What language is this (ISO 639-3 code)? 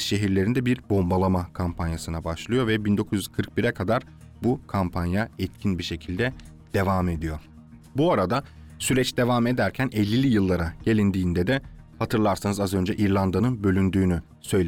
tur